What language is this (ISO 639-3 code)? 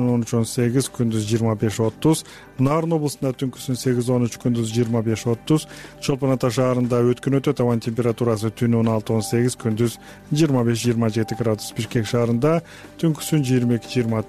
kir